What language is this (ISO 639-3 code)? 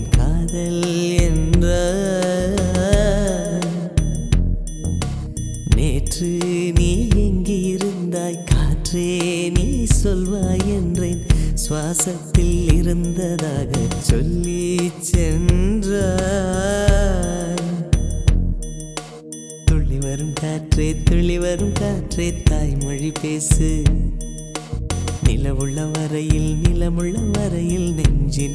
tam